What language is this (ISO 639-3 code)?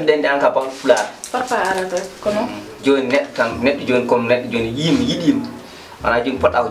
ful